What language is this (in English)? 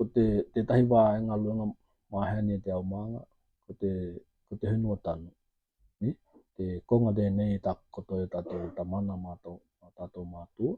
Tokelau